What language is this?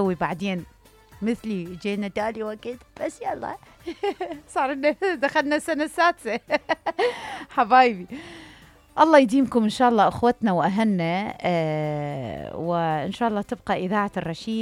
Mesopotamian Arabic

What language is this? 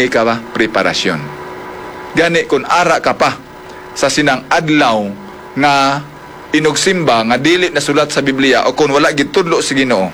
Hiligaynon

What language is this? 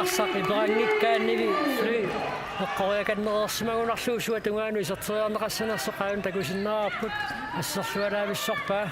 Kalaallisut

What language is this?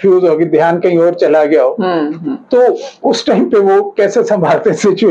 Hindi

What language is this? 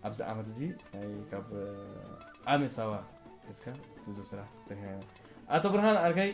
Tigrinya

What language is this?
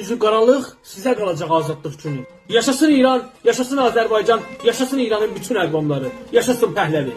Azerbaijani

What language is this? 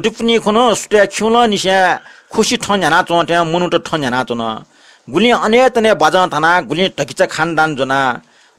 Newari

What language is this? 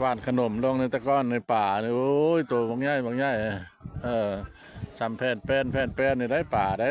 Lao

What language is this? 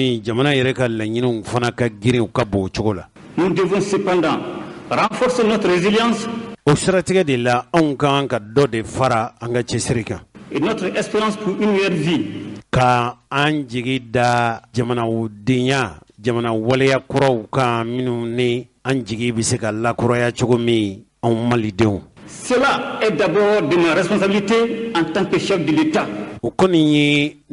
Bambara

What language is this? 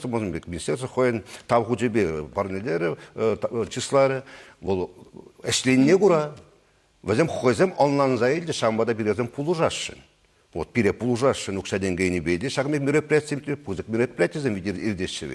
Chuvash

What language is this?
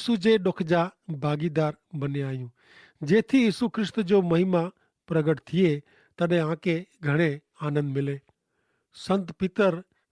Kachhi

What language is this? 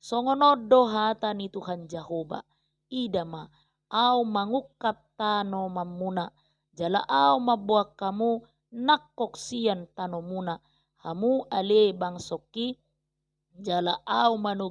Batak Toba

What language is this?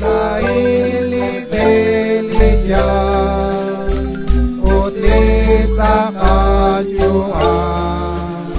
Kekchí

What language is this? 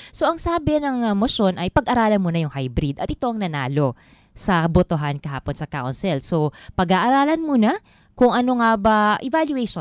Filipino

